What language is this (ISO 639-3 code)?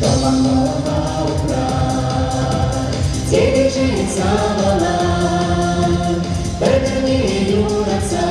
chv